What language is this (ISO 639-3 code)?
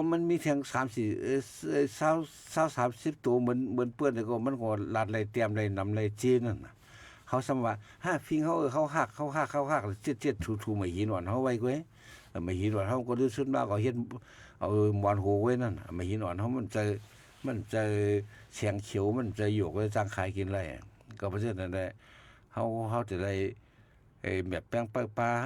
shn